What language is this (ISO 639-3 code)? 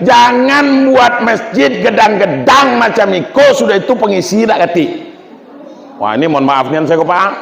min